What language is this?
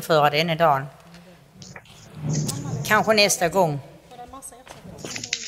Swedish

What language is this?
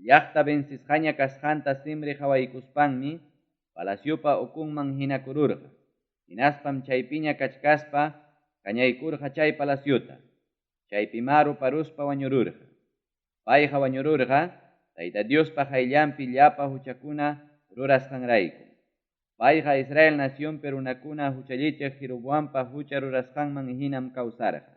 Ayacucho Quechua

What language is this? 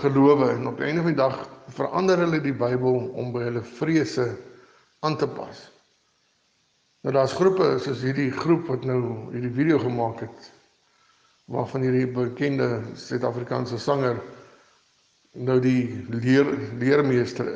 Afrikaans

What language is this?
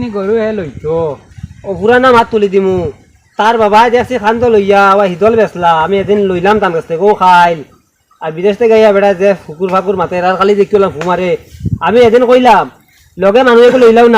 Sylheti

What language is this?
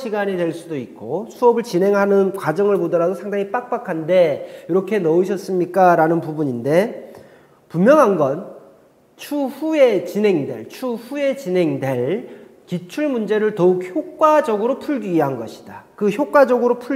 Korean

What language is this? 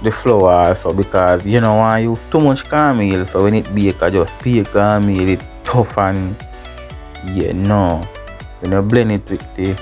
Jamaican Creole English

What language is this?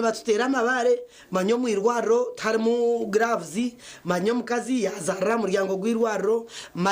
Nyankole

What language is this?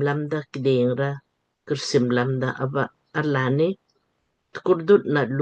Lamkang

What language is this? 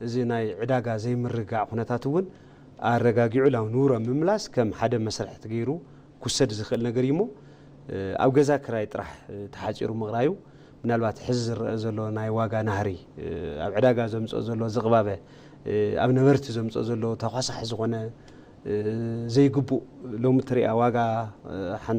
Tigrinya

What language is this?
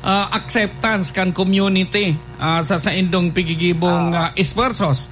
Bikol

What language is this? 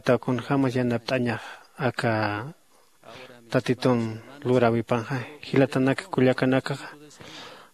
Aymara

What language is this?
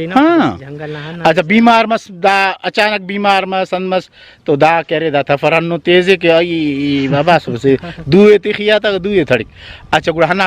Brahui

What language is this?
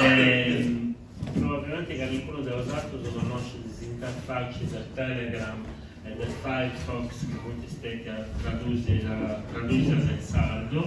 Sardinian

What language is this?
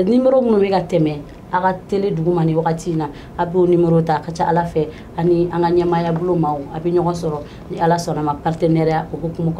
Bambara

